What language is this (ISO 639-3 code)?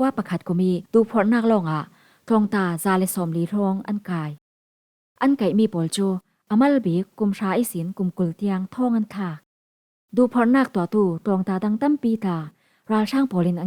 cfm